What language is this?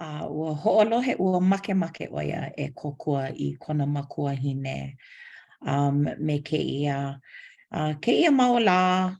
Hawaiian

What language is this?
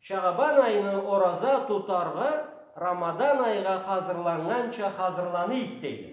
Karachay-Balkar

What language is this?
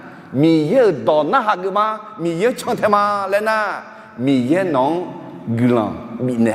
Akha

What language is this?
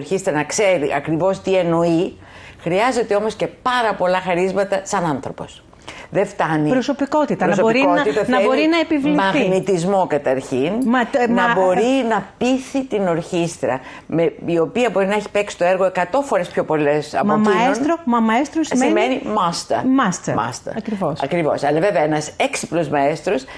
Greek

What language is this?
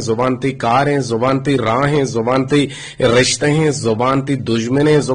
Eastern Balochi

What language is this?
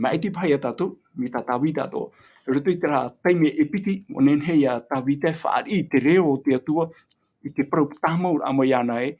Tahitian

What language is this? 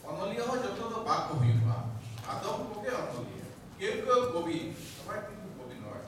Santali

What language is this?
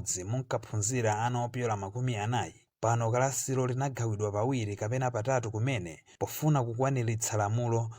Nyanja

